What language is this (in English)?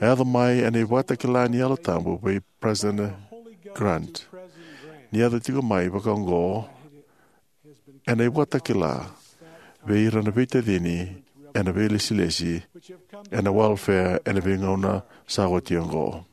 Fijian